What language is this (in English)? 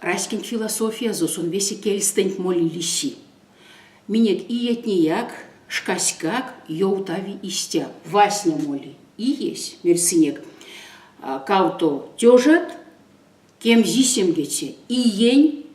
Erzya